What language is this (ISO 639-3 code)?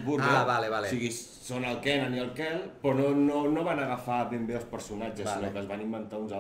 cat